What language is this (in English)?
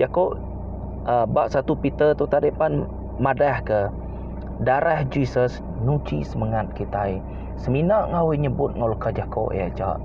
Iban